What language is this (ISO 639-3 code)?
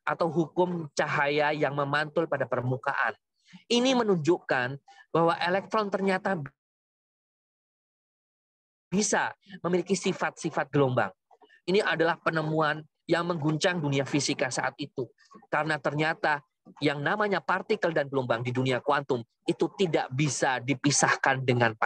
ind